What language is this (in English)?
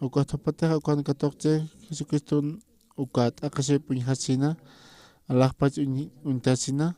Aymara